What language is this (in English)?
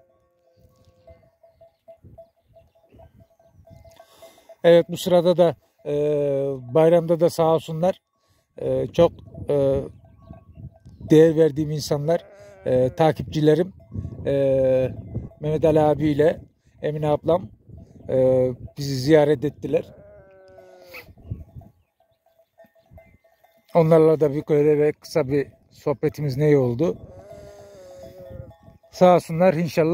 Turkish